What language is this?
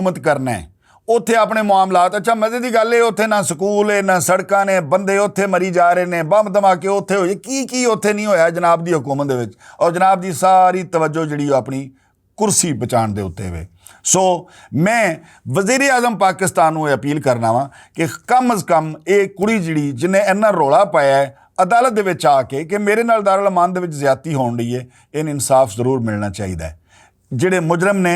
Western Panjabi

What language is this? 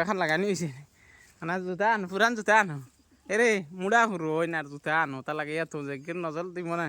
Sylheti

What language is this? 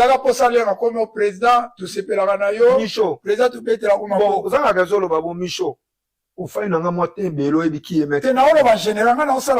Lingala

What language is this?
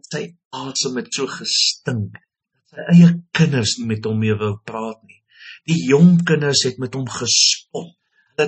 Afrikaans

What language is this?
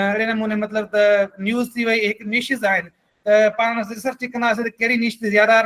Sindhi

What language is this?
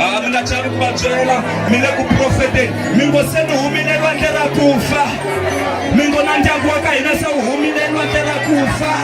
Tsonga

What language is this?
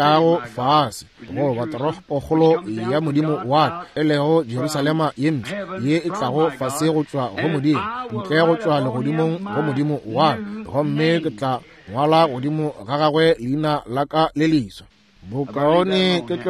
Northern Sotho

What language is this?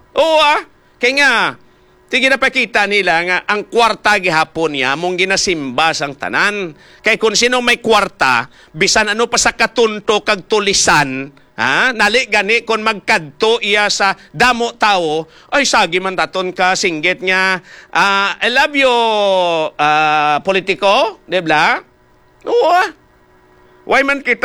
Hiligaynon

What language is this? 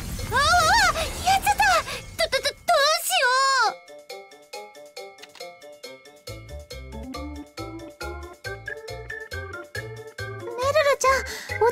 Japanese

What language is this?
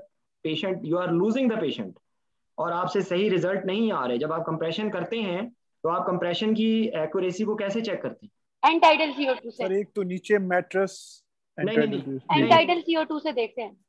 Hindi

